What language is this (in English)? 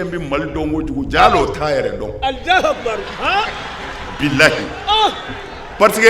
Bambara